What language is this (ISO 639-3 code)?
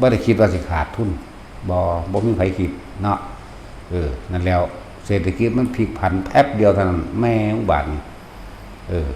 tts